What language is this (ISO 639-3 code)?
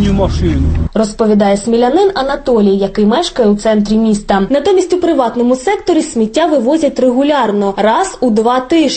ukr